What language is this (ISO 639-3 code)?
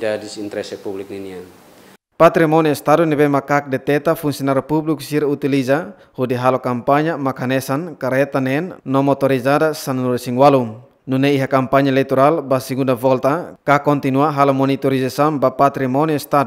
tet